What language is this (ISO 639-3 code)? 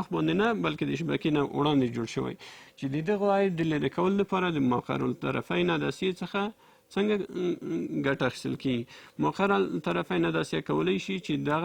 pus